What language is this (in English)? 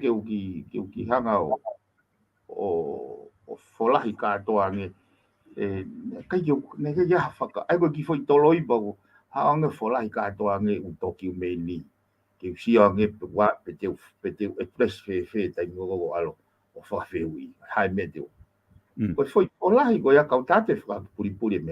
Tongan